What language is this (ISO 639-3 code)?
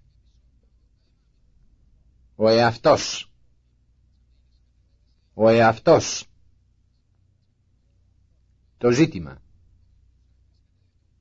ell